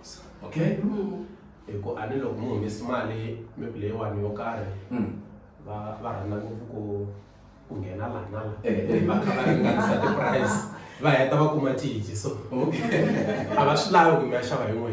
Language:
Tsonga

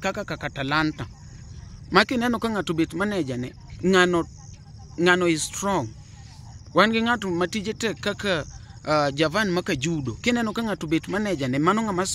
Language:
Luo (Kenya and Tanzania)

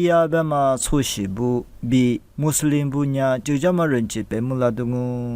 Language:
Lisu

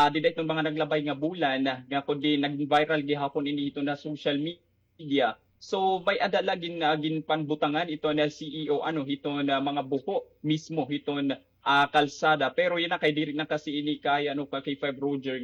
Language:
Waray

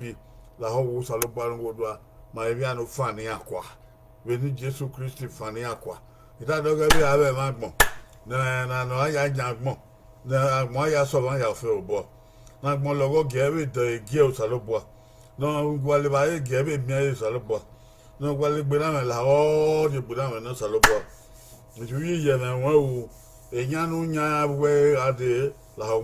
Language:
Bini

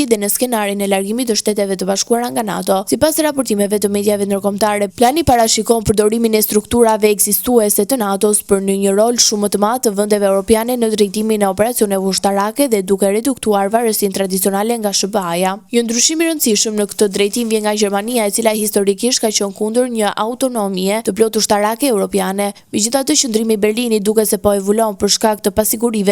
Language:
Albanian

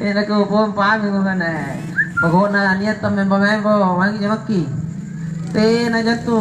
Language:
Makasar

